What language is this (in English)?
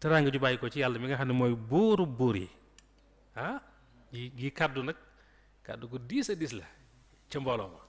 Wolof